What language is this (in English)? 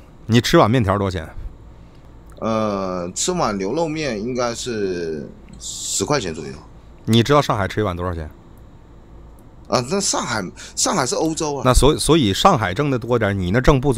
Chinese